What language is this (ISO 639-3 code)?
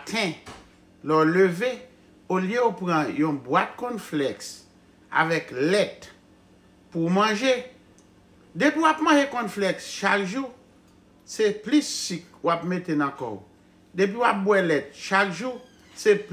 hat